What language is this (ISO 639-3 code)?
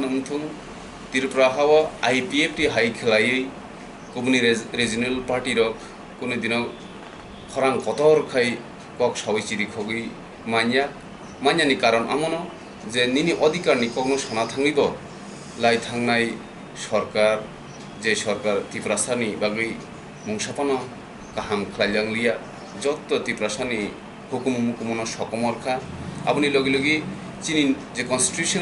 trp